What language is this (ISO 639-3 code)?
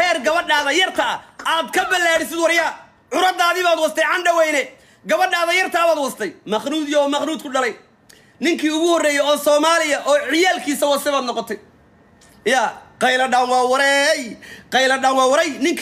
som